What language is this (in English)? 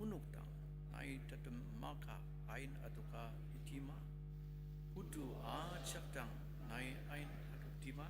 Ao Naga